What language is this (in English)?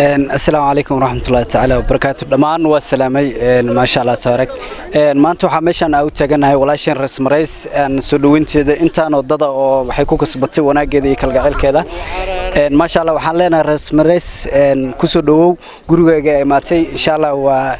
Somali